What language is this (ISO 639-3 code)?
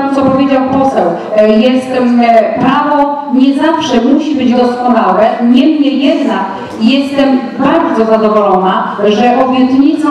pol